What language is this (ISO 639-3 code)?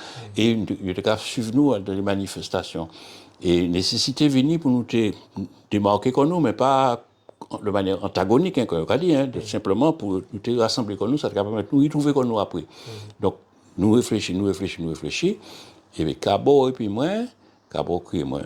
gcf